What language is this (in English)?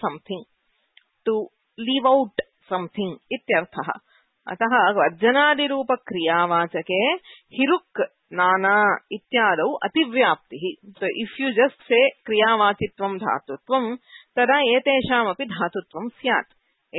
Sanskrit